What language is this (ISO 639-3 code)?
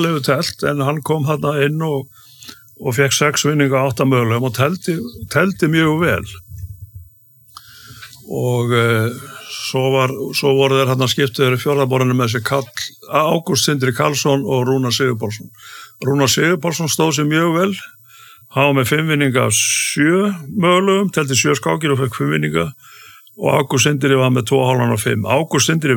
isl